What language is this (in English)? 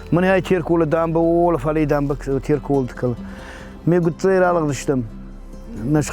Ossetic